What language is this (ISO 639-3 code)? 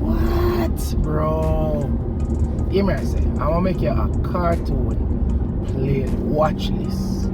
jam